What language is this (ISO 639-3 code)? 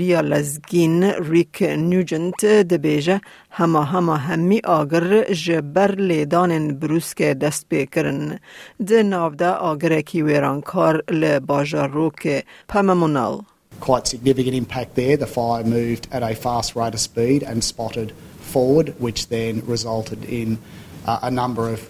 kur